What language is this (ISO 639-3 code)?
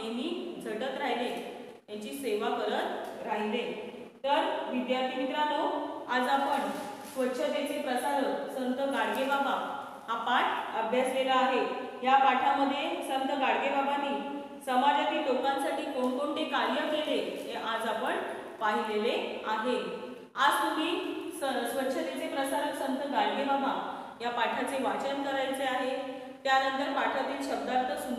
mar